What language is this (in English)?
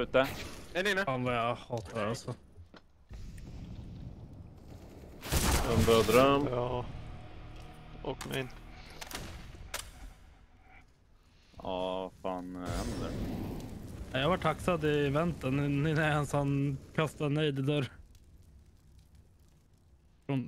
Swedish